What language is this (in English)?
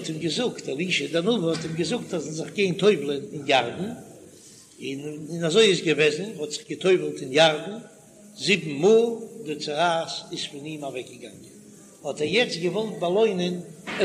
Yiddish